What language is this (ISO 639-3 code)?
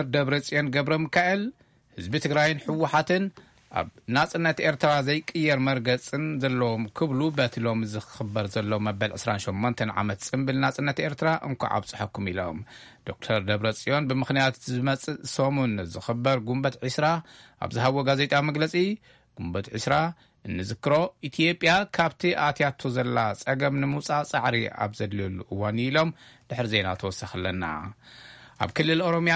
tir